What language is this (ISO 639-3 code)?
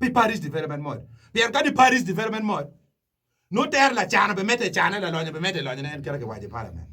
ach